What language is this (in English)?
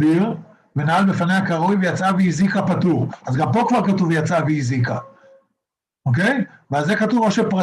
Hebrew